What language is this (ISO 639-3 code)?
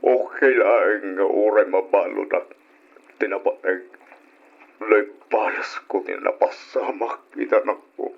ilo